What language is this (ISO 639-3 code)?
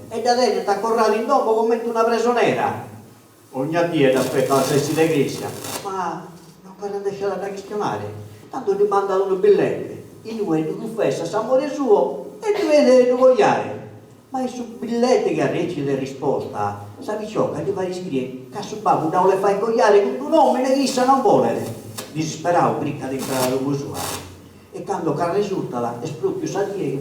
srd